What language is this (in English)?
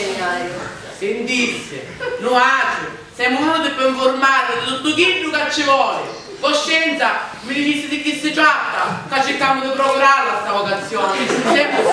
Sicilian